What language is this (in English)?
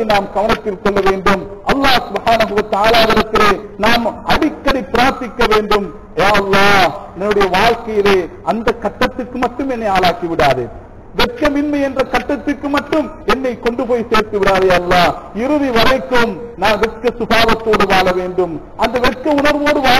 Tamil